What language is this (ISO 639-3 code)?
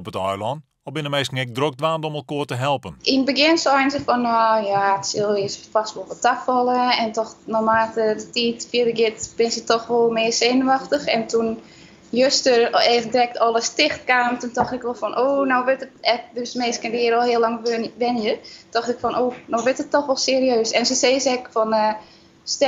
fry